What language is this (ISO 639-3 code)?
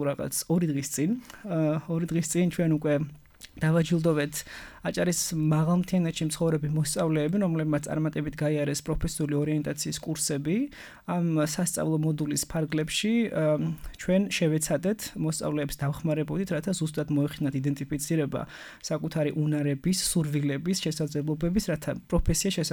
kat